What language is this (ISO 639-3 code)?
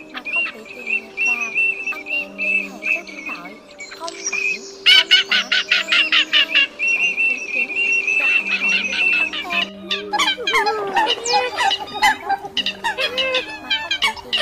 vie